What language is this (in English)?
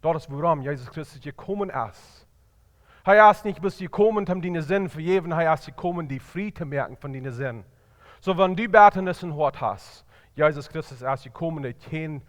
Plautdietsch